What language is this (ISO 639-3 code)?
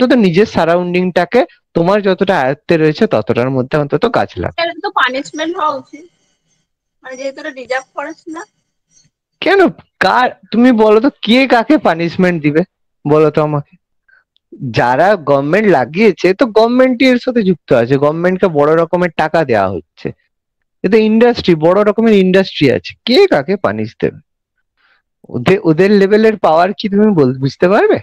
ben